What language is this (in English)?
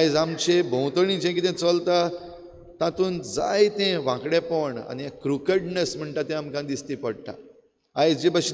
Konkani